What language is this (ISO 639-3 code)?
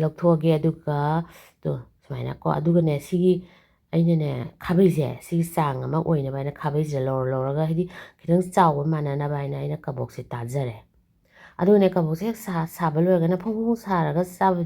mni